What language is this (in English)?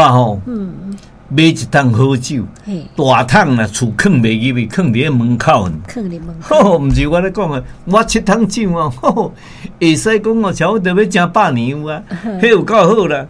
Min Nan Chinese